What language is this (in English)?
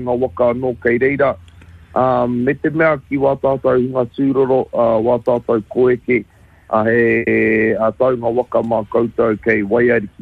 Māori